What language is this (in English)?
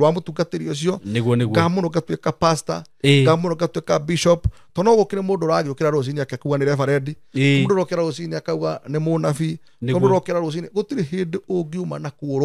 Kikuyu